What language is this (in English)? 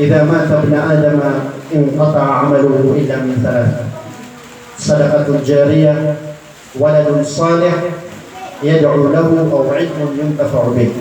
Maranao